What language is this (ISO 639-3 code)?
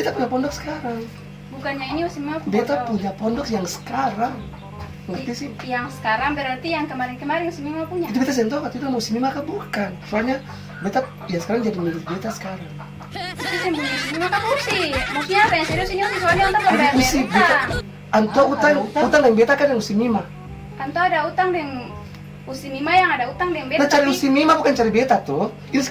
abs